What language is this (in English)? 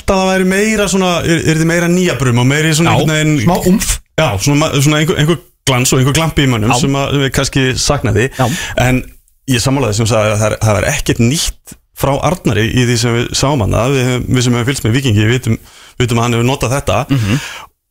Icelandic